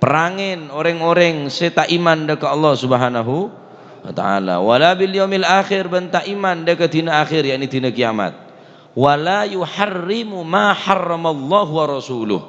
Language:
Madurese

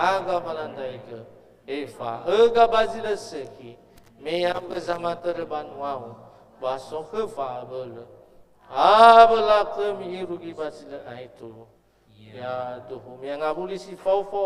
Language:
Nias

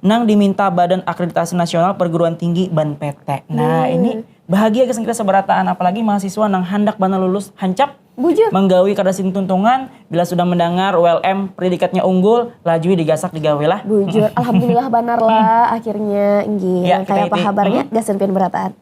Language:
Banjar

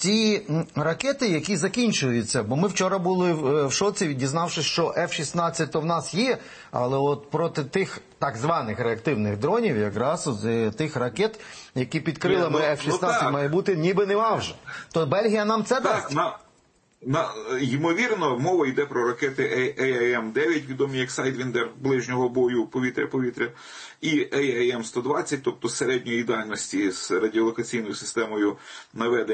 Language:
Ukrainian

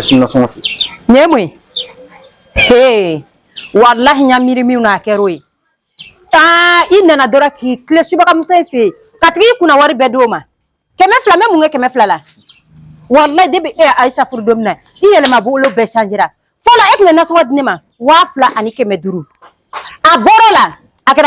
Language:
Bambara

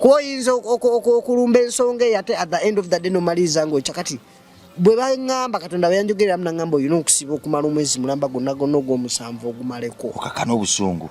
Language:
Ganda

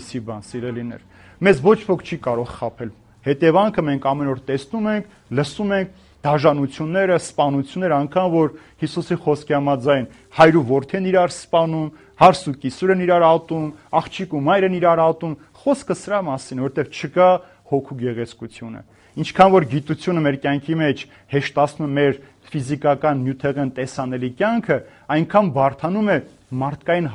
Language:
Armenian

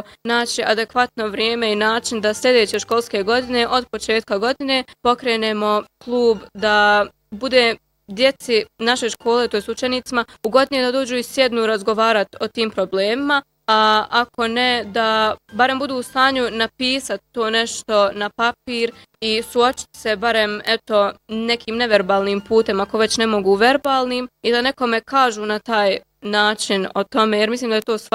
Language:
Bosnian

